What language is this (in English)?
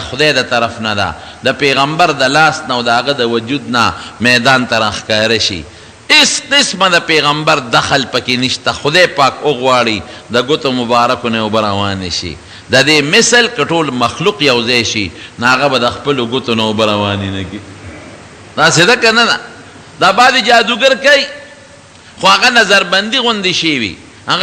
Pashto